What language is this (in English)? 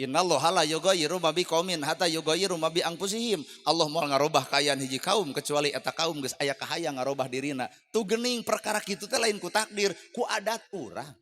Sundanese